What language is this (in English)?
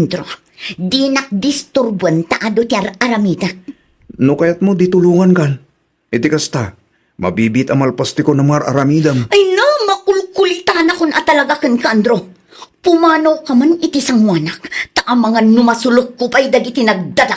Iloko